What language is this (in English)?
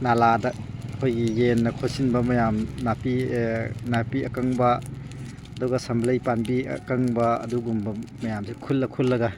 Manipuri